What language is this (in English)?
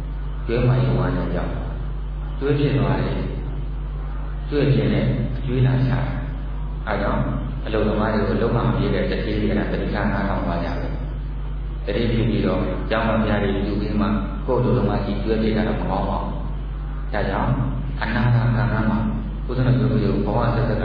Burmese